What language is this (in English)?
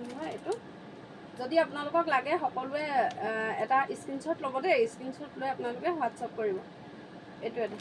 Assamese